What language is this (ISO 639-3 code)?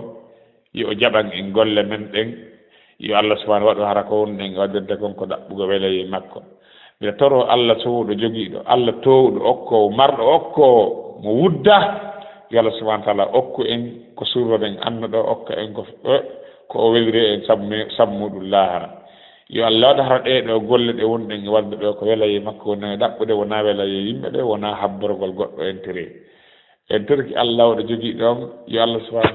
ful